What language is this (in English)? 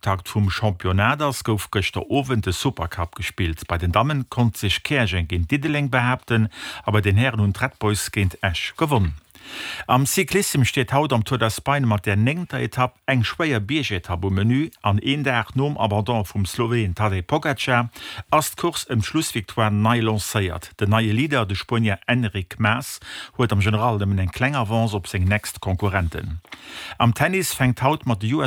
Luxembourgish